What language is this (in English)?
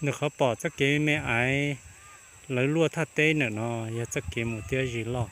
Hmong